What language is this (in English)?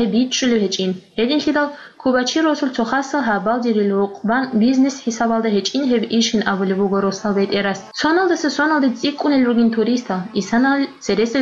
Avaric